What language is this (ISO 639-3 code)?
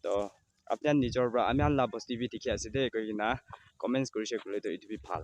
nag